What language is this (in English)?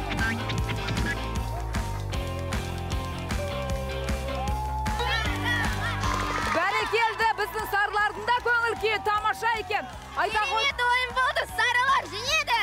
Kazakh